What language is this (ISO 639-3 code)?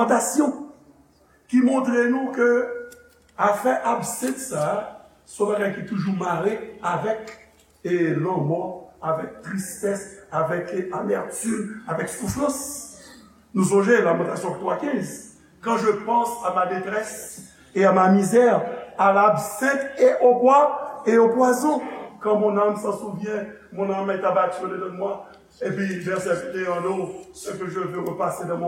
hat